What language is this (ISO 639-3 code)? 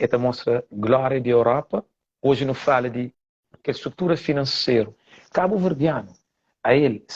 kea